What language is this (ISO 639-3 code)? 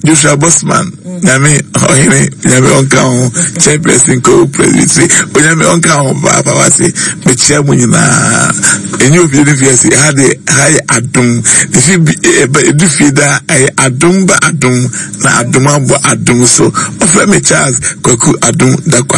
aka